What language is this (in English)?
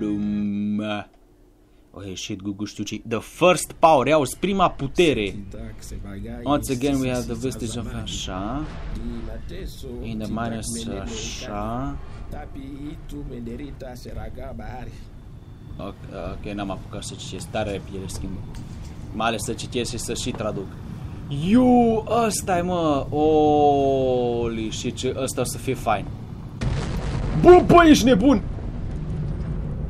Romanian